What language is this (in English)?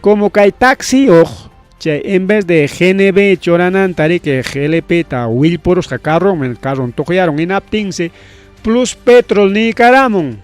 Ayacucho Quechua